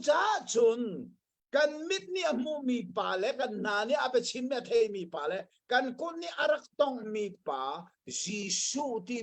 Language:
Hakha Chin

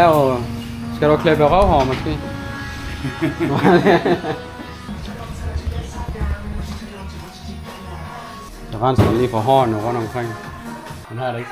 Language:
Danish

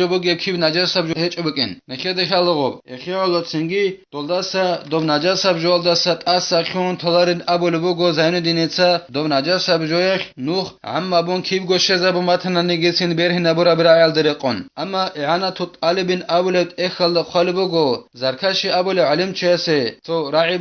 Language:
Avaric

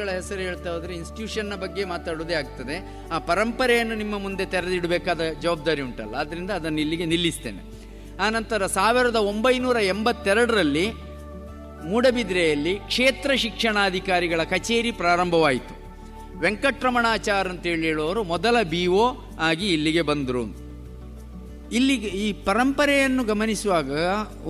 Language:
Kannada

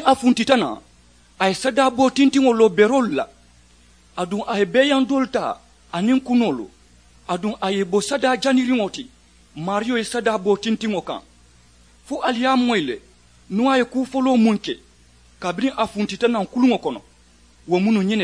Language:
Mandingo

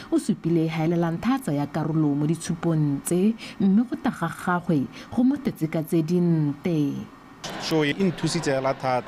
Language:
Tswana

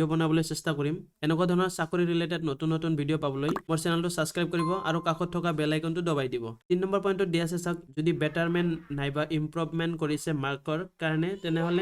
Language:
Assamese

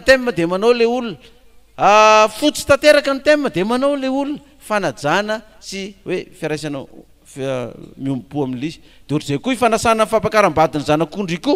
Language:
Malagasy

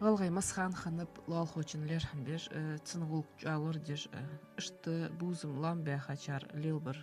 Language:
Ingush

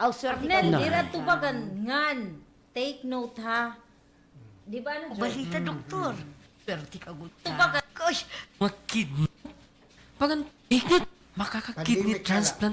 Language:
Waray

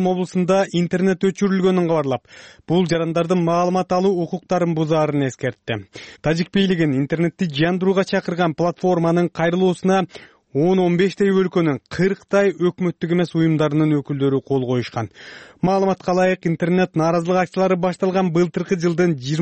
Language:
Kyrgyz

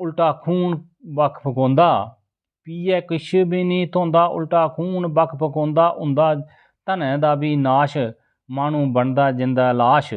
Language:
Dogri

